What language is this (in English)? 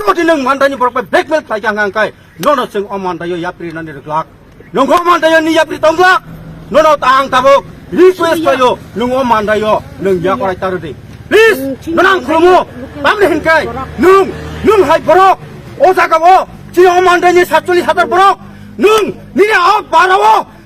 Kok Borok